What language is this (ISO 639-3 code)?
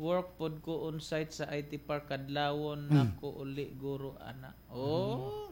ceb